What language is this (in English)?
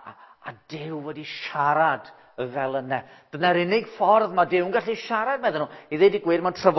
Welsh